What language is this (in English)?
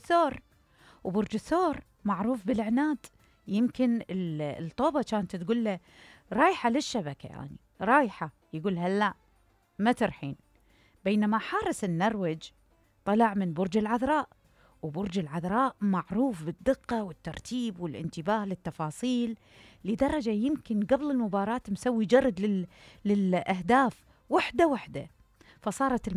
Mesopotamian Arabic